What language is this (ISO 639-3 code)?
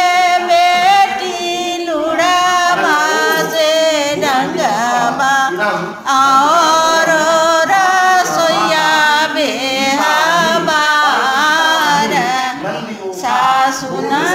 bho